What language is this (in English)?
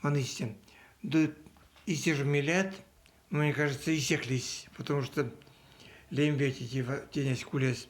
Erzya